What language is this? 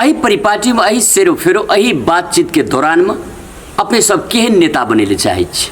Maithili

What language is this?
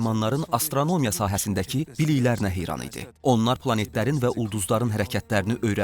Azerbaijani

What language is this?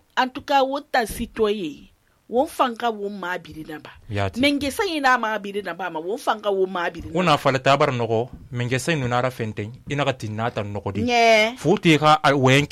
Susu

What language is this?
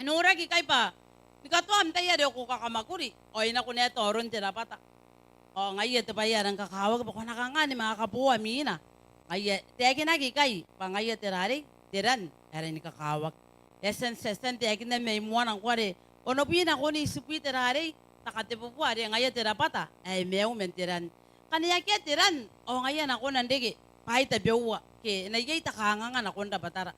Gilbertese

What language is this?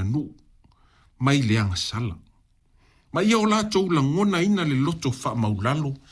Samoan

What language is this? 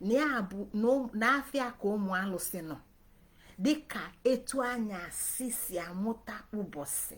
Igbo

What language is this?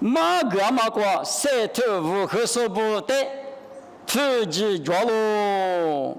Lisu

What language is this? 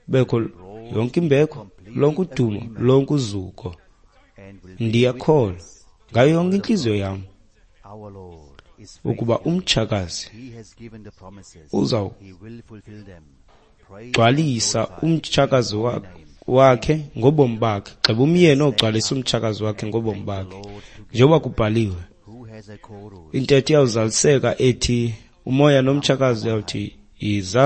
Xhosa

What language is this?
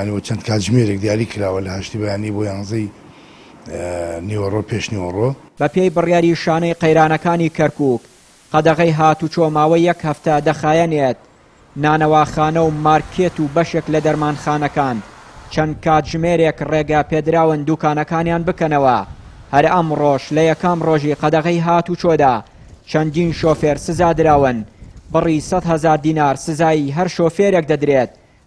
Central Kurdish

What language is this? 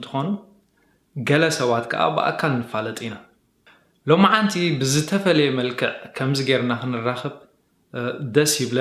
Tigrinya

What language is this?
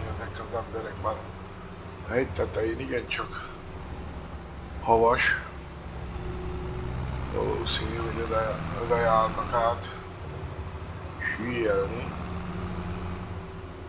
Hungarian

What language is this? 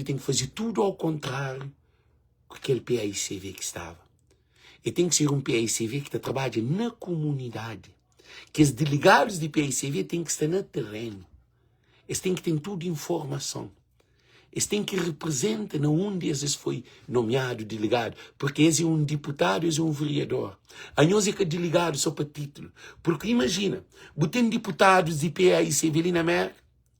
Kabuverdianu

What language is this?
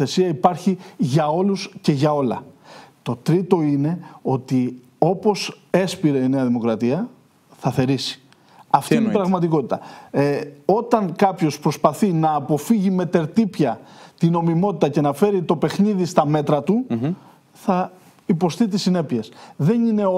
Greek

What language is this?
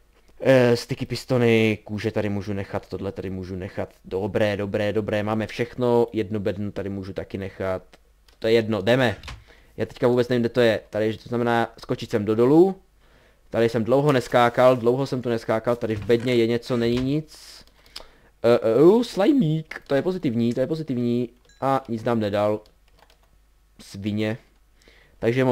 Czech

